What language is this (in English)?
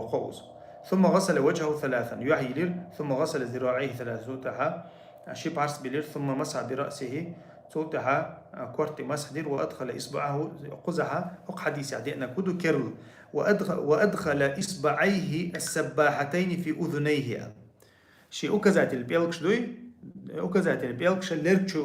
Chechen